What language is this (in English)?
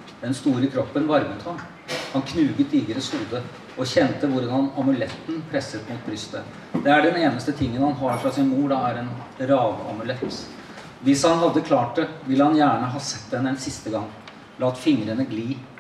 Norwegian